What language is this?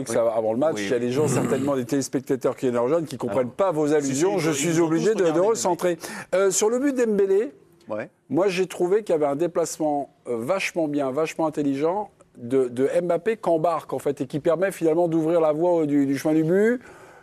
French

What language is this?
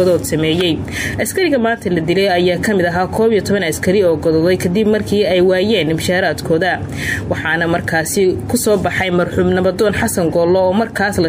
Somali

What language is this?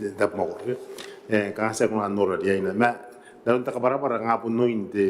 Gilbertese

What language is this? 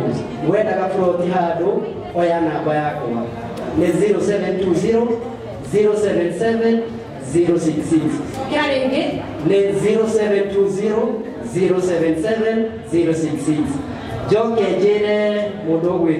Kikuyu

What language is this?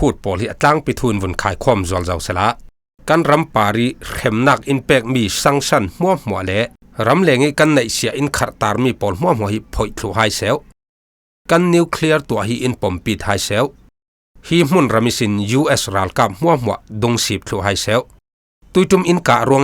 Falam Chin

